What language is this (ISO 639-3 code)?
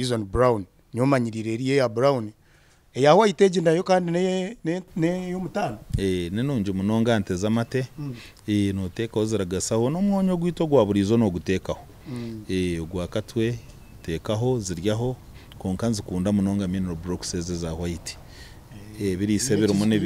nyn